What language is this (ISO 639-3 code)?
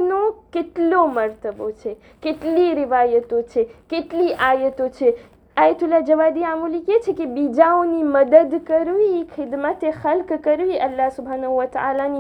guj